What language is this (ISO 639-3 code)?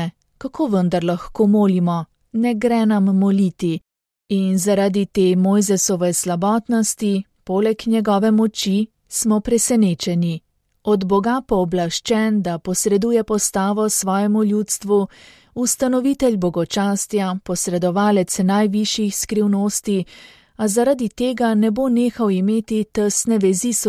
slv